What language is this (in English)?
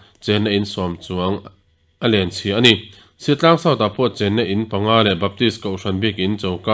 Mizo